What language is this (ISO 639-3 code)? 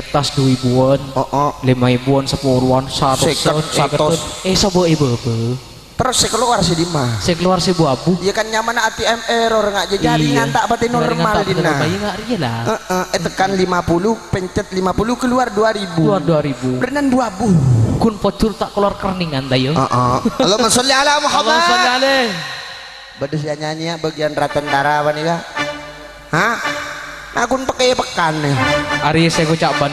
mad